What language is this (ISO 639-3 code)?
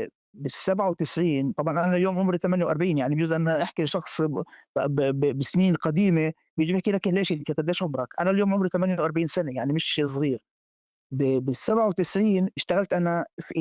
apc